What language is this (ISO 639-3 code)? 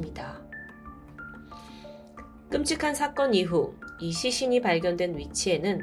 kor